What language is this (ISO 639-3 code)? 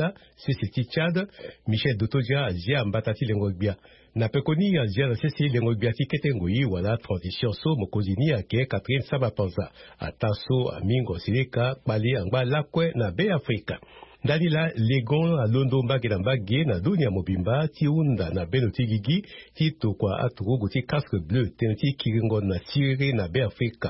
sag